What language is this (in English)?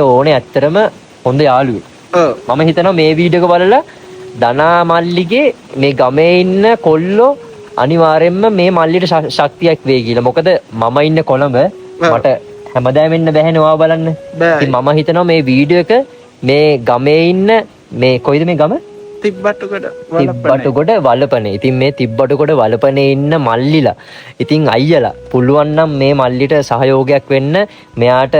Sinhala